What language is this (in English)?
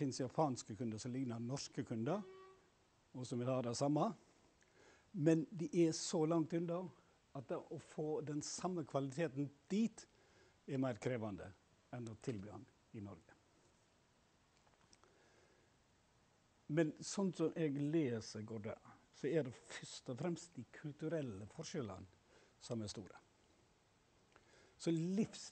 Norwegian